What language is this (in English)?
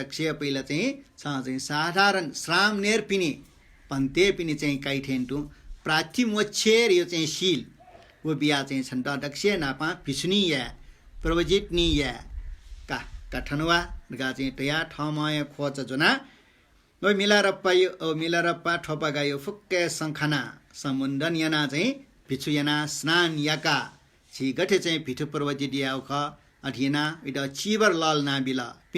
Newari